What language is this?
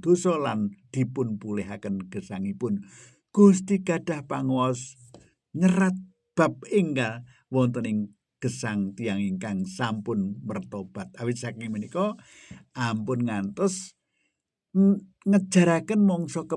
Javanese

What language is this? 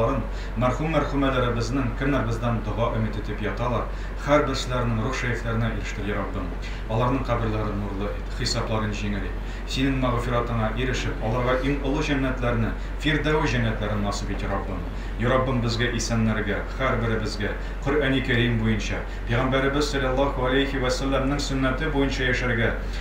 Tatar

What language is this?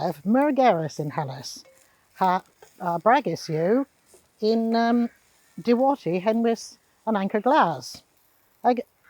Cornish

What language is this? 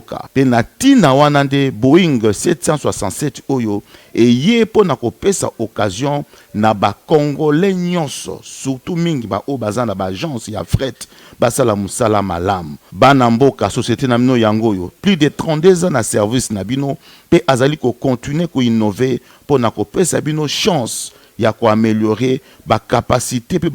Lingala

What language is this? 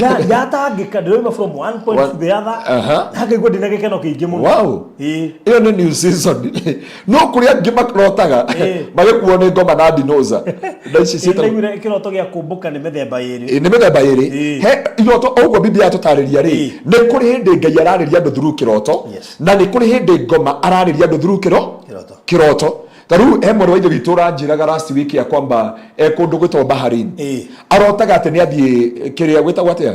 Kikuyu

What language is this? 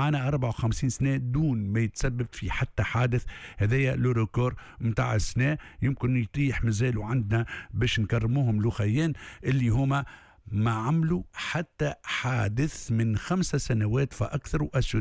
Tunisian Arabic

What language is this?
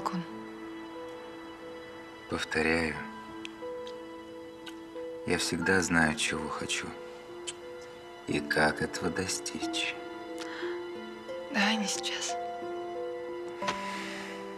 Russian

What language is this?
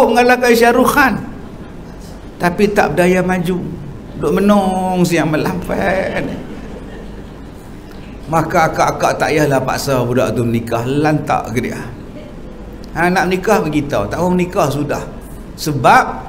Malay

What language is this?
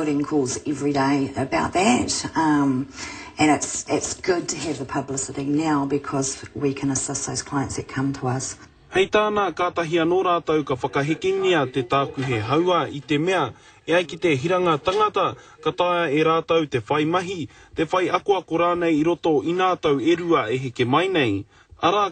Māori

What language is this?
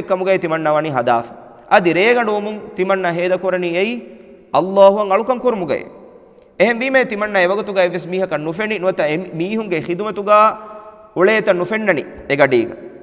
Divehi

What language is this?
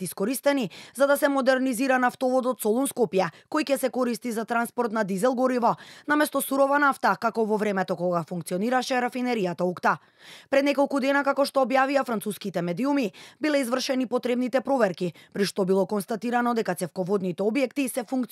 Macedonian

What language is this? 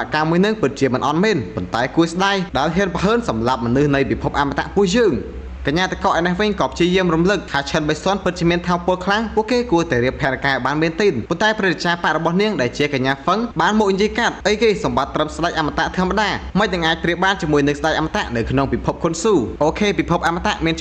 Khmer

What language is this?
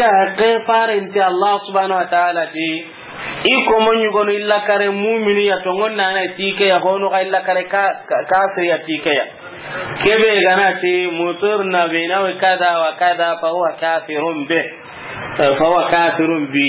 Soninke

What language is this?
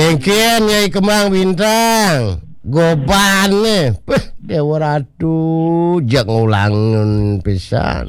Balinese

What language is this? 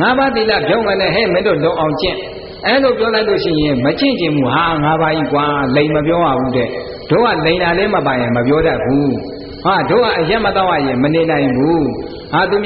Burmese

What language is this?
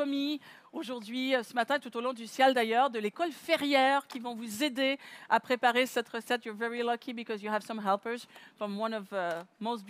French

